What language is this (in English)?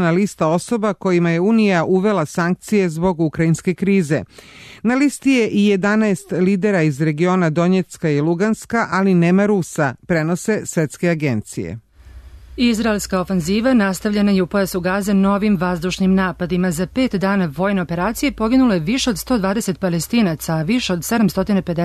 Serbian